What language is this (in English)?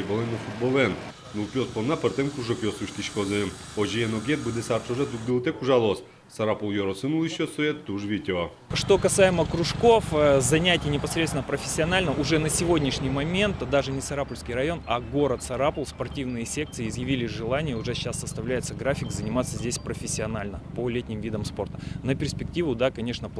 Udmurt